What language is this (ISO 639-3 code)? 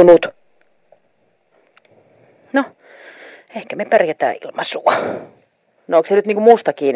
fin